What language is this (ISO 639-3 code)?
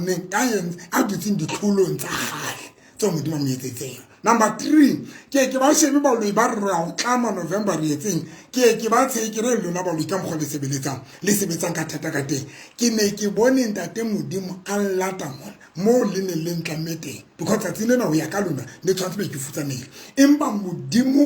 sot